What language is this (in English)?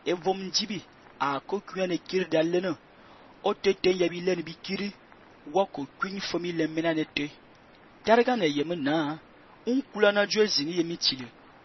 Fang